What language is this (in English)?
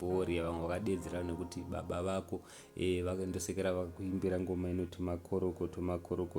Shona